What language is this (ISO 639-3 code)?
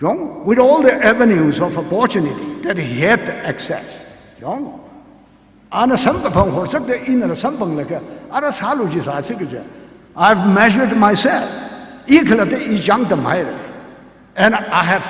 nmf